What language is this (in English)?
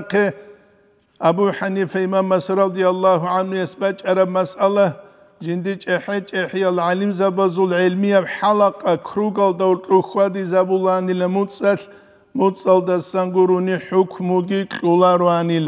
Avaric